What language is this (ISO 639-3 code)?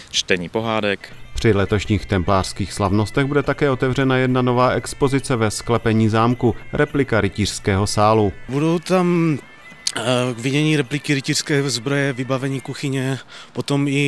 ces